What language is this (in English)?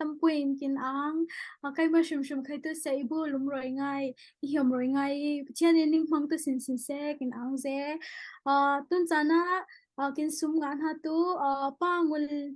Falam Chin